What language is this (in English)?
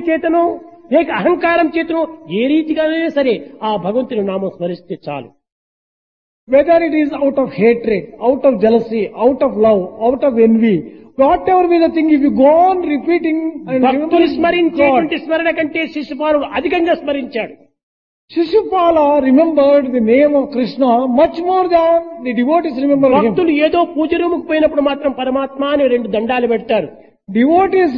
Telugu